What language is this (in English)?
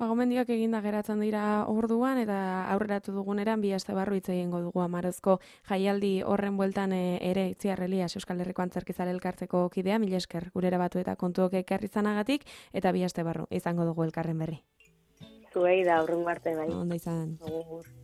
Basque